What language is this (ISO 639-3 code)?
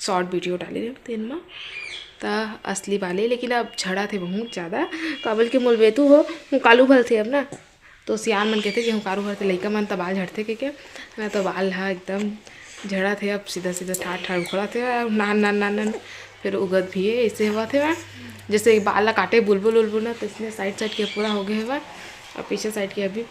hne